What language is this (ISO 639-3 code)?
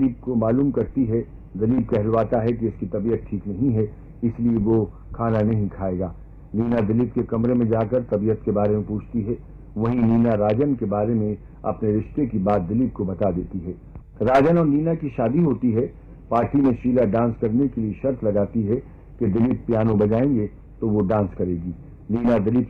hin